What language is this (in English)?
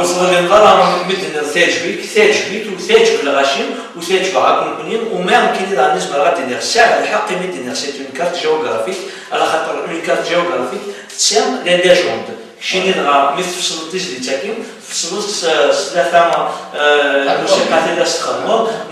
Kabyle